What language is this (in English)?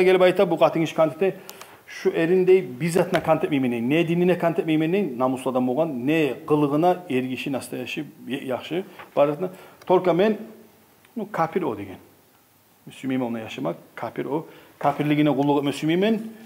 Kumyk